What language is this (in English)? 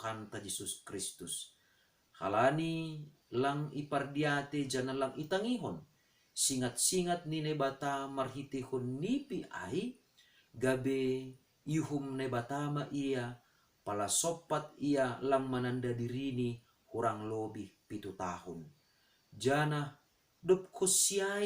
Batak Simalungun